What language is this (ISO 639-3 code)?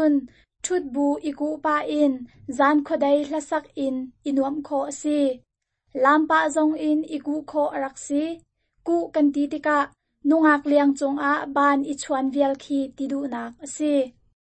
cnh